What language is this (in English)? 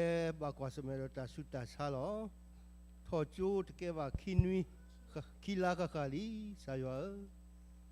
S'gaw Karen